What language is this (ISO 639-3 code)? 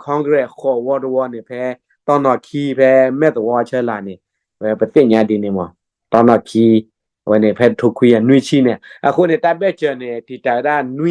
ksw